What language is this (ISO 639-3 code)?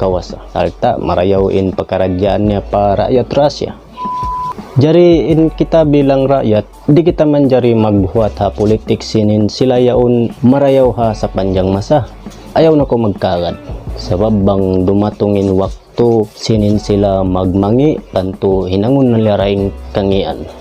tsg